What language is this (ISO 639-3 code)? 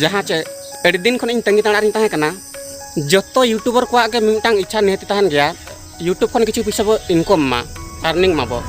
sat